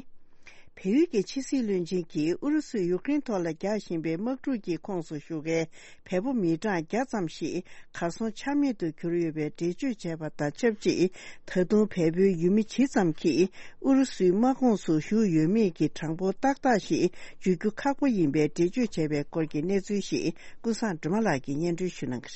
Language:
Tibetan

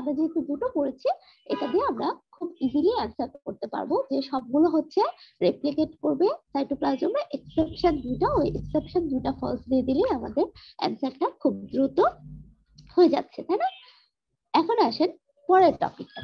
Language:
Bangla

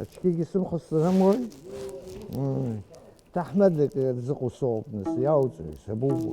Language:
Abkhazian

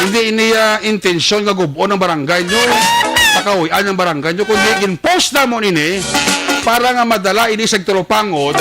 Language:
Hiligaynon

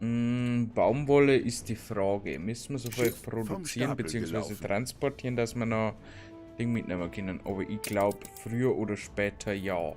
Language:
Bavarian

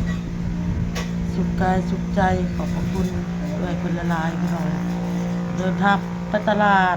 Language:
Northeastern Thai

